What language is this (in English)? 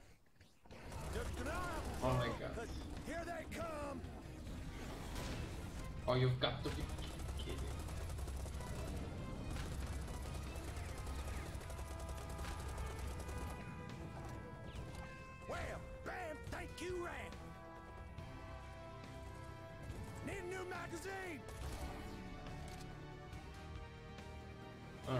English